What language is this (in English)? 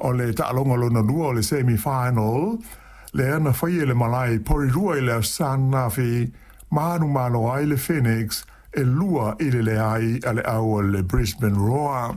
Samoan